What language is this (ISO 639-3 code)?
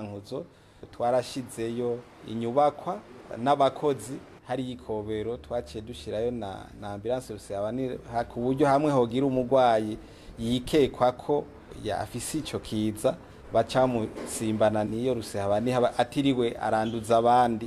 run